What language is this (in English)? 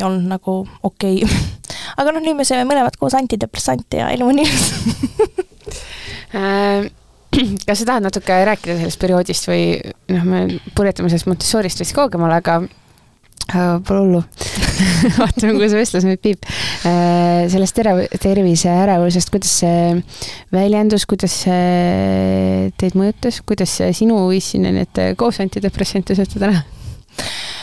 Estonian